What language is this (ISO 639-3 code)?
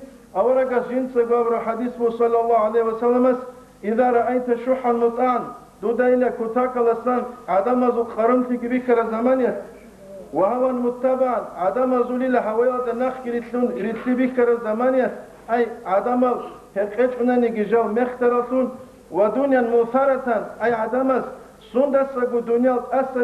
ava